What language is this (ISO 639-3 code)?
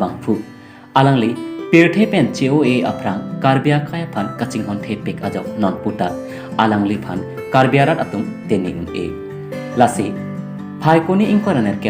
mjw